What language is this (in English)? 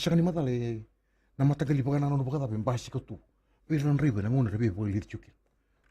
Fijian